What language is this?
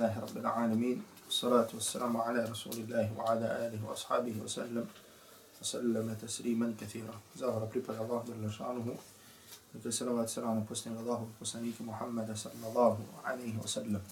Bosnian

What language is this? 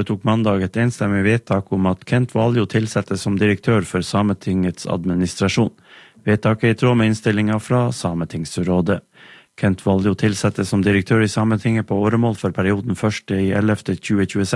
Norwegian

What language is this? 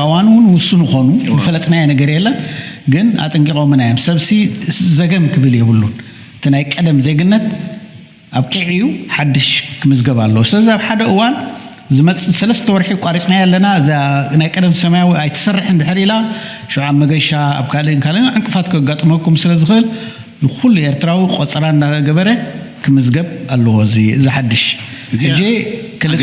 Tigrinya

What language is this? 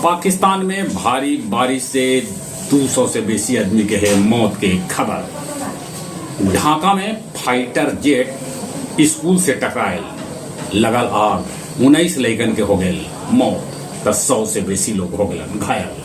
Magahi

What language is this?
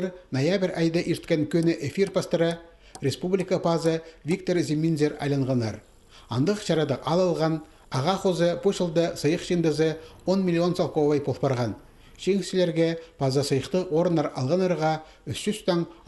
Khakas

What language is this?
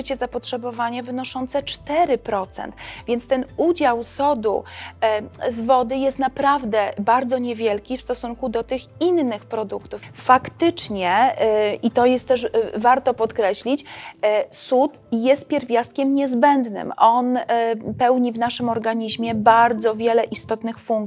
Polish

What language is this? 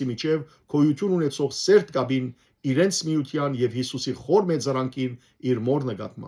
Western Armenian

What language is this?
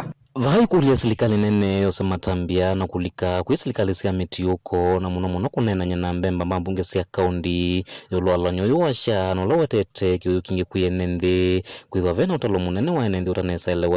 Kamba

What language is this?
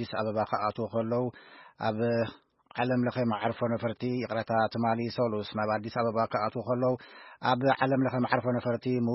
Tigrinya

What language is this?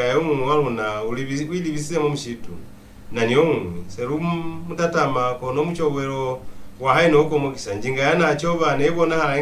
Lozi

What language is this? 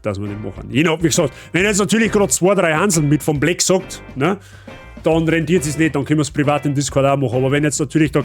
Bavarian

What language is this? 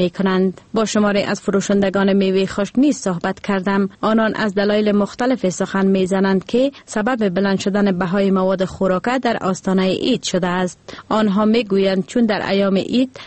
Persian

